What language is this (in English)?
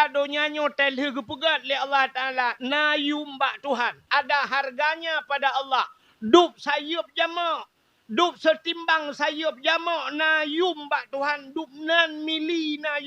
Achinese